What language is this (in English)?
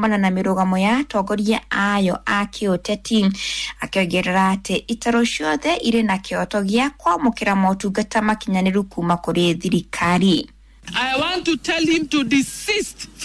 Kikuyu